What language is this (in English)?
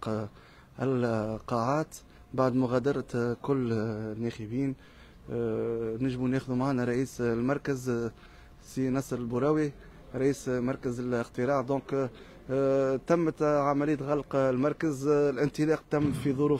Tunisian Arabic